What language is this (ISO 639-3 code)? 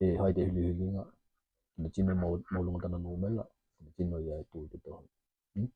tkl